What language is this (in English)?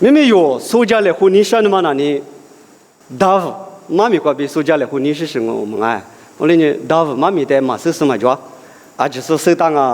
Lisu